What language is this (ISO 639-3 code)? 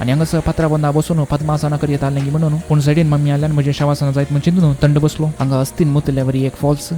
kok